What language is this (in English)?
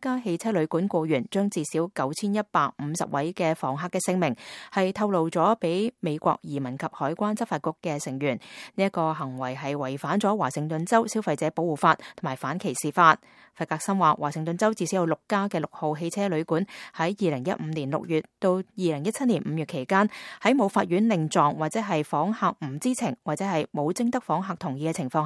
Cantonese